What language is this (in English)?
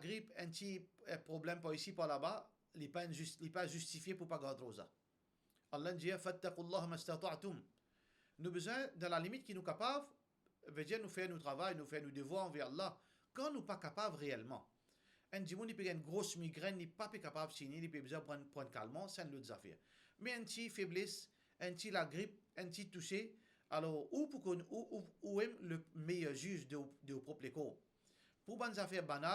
Morisyen